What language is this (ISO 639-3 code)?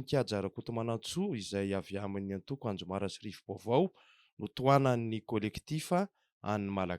mlg